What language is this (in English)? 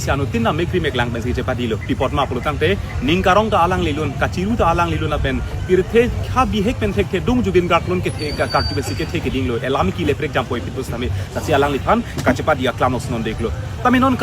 Karbi